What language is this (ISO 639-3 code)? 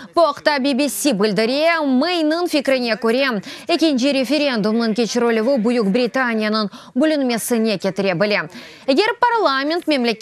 crh